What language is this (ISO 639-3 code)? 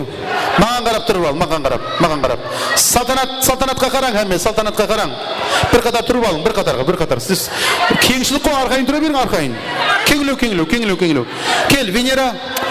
kaa